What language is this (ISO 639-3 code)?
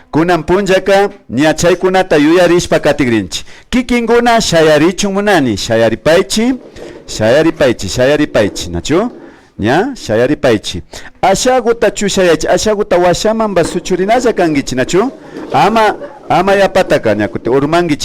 qvi